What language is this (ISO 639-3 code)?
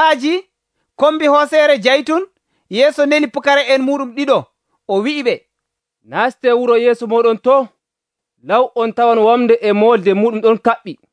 fuv